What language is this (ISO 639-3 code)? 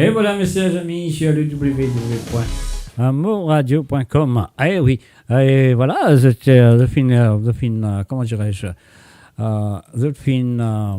mfe